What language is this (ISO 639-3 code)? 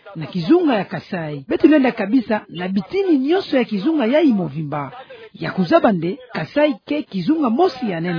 ktu